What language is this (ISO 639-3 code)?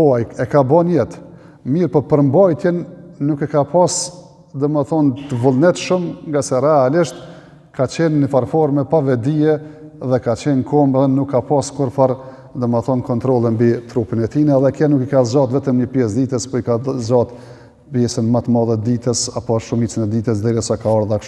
sqi